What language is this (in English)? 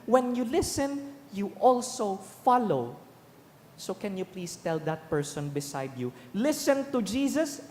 Bikol